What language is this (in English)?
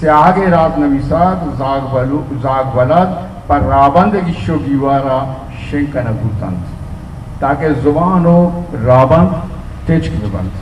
Baluchi